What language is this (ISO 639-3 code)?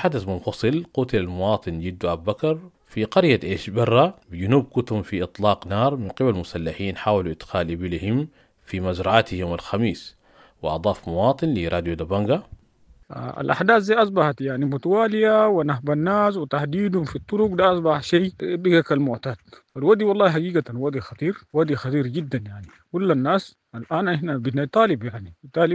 apd